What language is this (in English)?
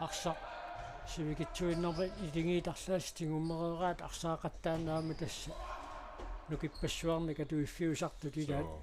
Kalaallisut